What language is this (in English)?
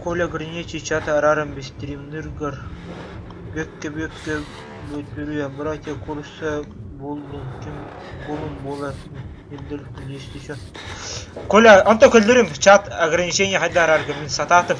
Yakut